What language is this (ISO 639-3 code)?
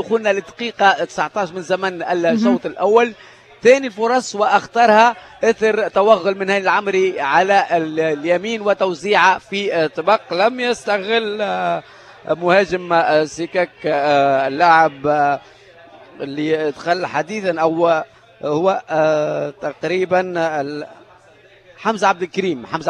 aeb